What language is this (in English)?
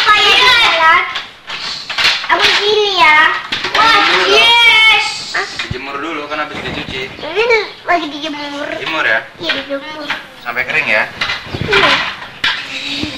Indonesian